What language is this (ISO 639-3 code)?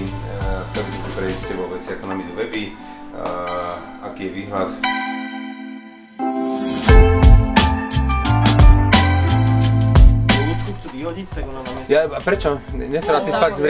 slk